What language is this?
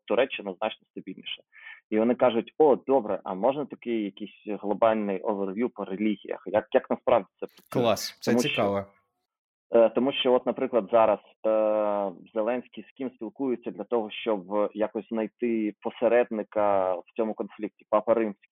Ukrainian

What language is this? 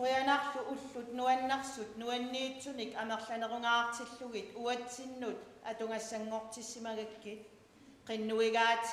Kalaallisut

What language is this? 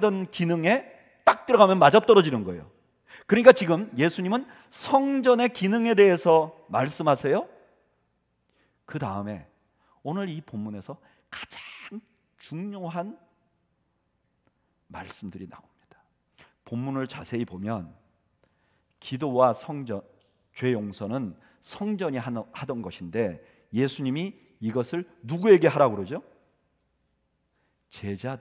Korean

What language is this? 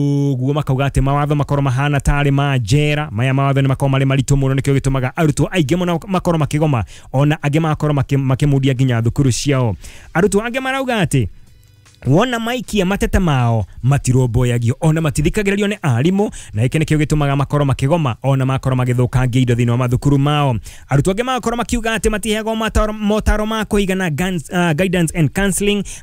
Kikuyu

